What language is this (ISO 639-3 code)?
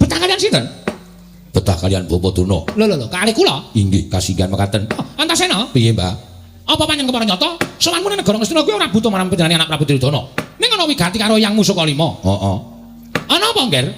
jav